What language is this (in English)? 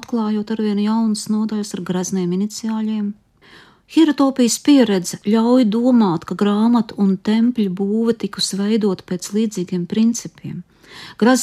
Latvian